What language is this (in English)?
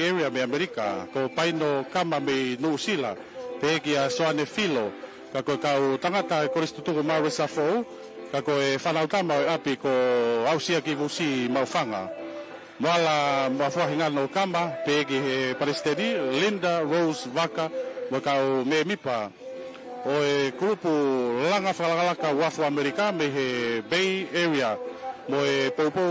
Tongan